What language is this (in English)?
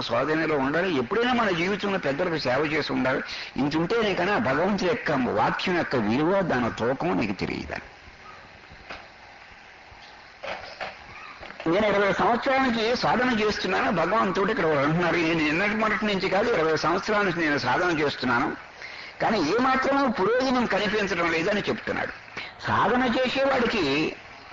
Telugu